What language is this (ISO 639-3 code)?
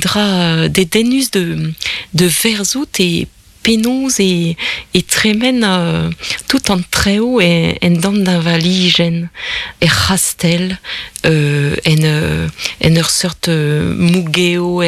bre